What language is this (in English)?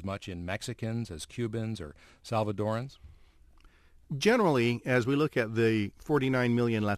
English